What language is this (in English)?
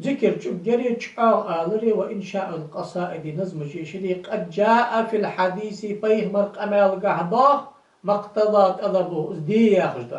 Ingush